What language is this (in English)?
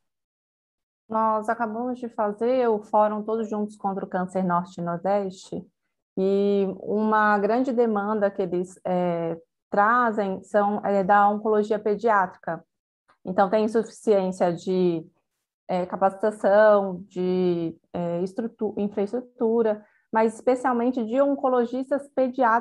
Portuguese